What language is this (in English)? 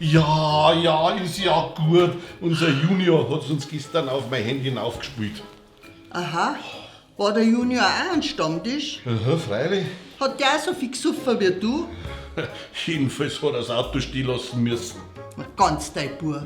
Bavarian